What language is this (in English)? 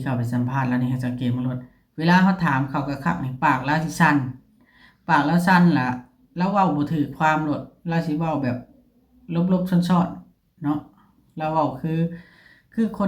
Northeastern Thai